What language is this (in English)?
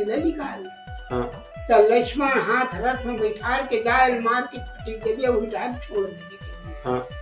Chhattisgarhi